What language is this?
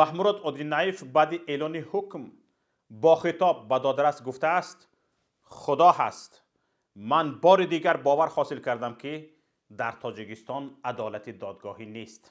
Tajik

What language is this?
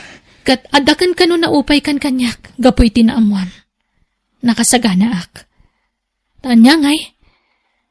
Iloko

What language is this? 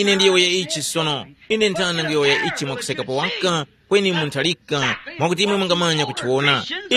Tumbuka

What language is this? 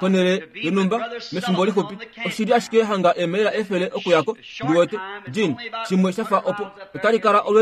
Kuanyama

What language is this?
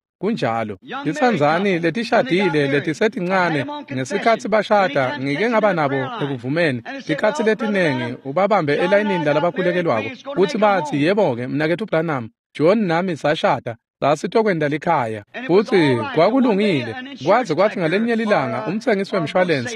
Swati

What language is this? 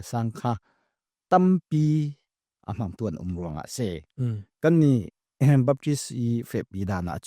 Falam Chin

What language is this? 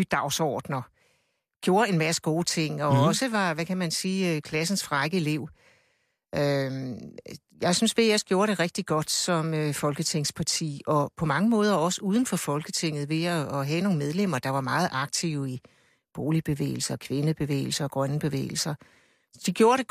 Danish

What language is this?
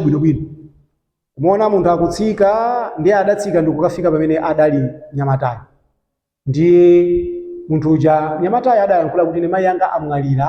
Nyanja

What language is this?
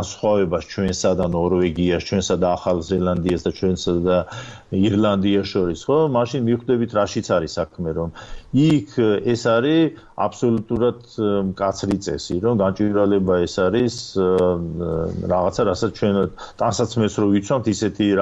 Georgian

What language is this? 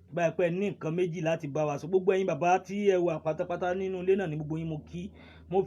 Yoruba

